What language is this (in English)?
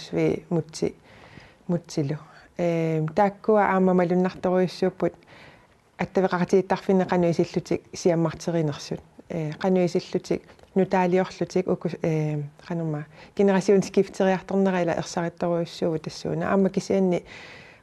Kalaallisut